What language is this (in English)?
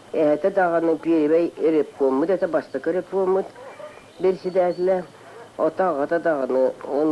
Yakut